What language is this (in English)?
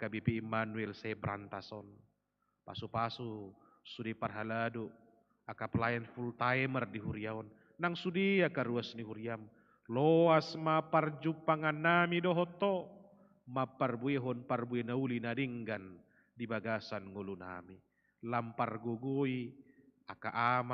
Batak Toba